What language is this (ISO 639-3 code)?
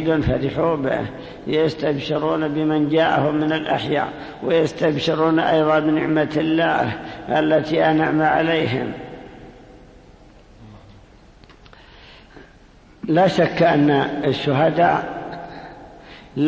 ara